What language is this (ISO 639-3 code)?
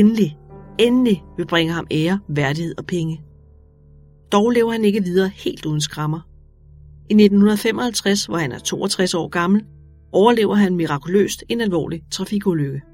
dan